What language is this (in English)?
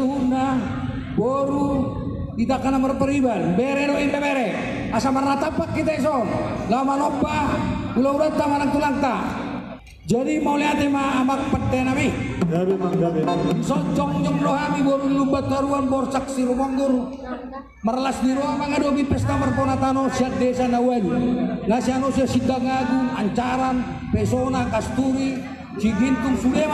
Batak Toba